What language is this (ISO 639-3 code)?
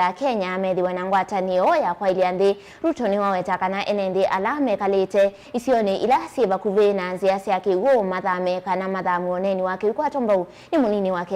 kam